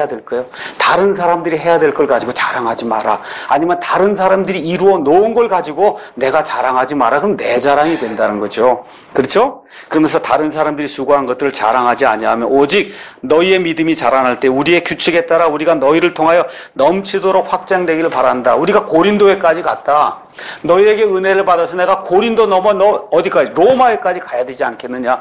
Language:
Korean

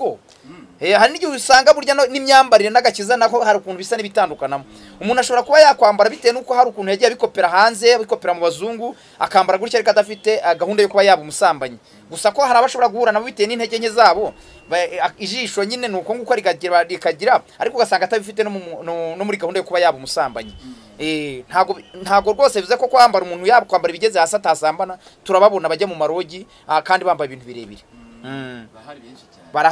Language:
Kinyarwanda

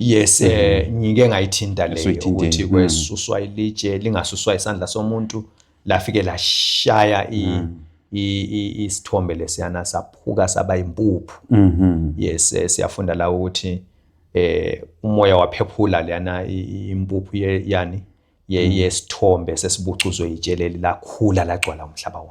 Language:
Zulu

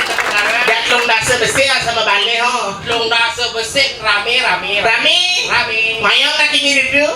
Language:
Balinese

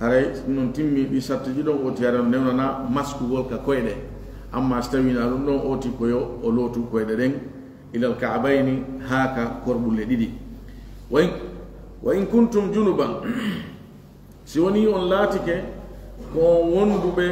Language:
Fula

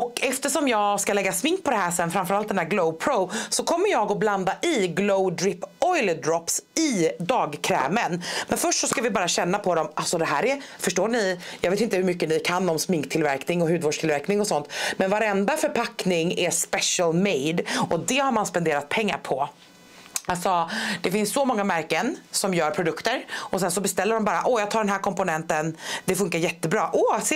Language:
Swedish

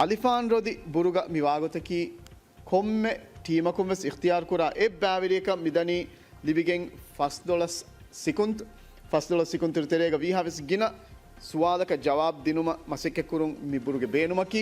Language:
Divehi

